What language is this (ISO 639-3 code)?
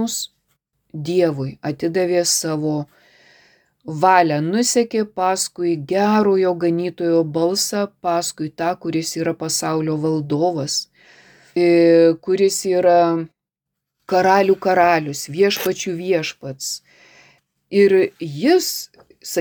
lit